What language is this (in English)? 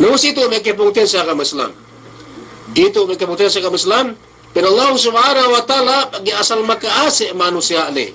Yakan